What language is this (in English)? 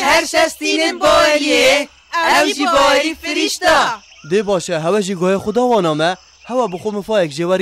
Kurdish